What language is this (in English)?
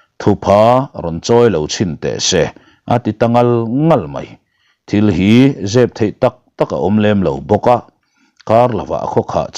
Mizo